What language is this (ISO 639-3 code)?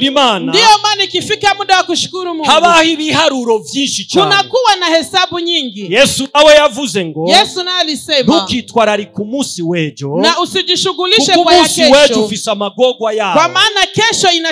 run